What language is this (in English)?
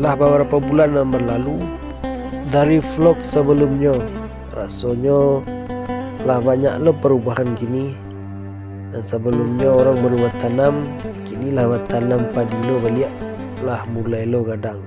Minangkabau